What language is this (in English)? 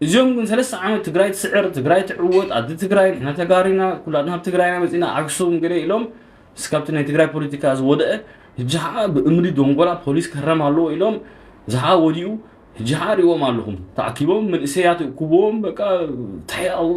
Tigrinya